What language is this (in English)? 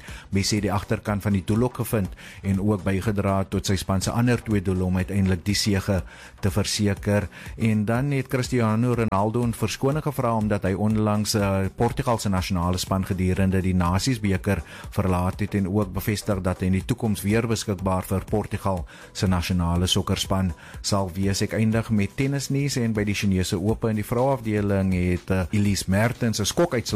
Afrikaans